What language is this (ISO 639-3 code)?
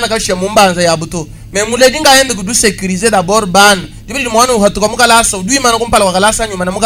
lua